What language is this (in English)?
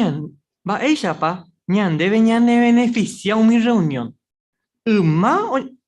Guarani